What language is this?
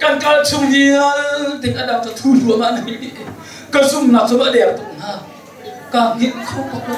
Hakha Chin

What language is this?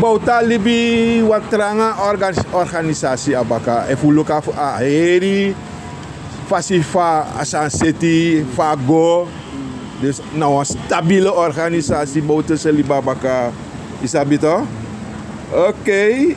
Sranan Tongo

